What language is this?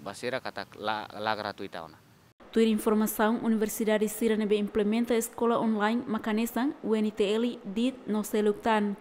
Tetum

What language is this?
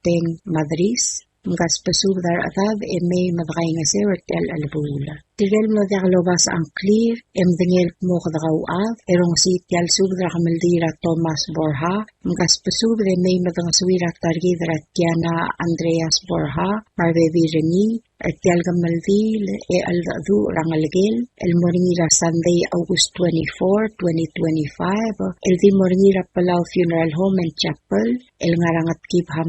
Palauan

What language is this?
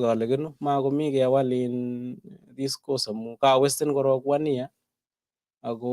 Kalenjin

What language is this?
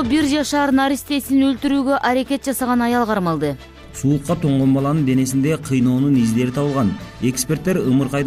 Kyrgyz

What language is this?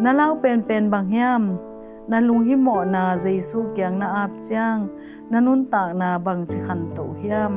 Tedim Chin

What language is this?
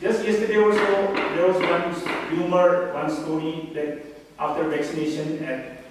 Tangkhul Naga (India)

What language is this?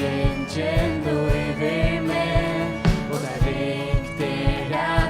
Faroese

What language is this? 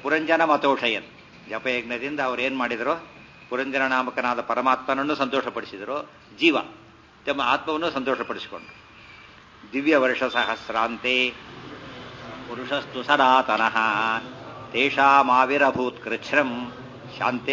Kannada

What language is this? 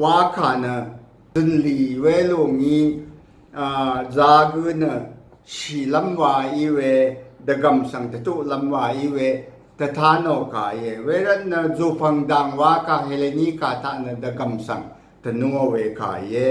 Rawang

